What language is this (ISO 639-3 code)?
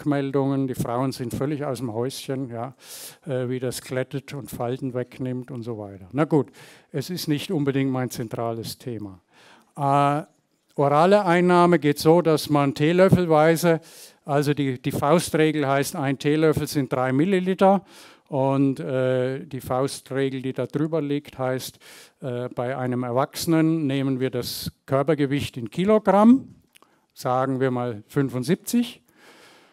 deu